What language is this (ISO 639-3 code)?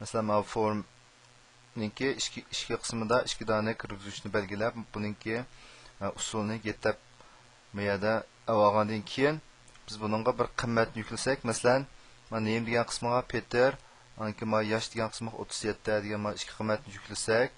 uig